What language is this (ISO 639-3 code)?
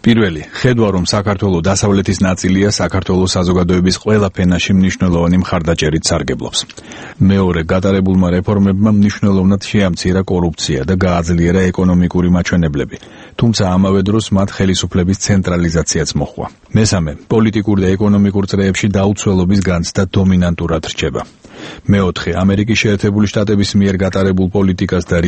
kat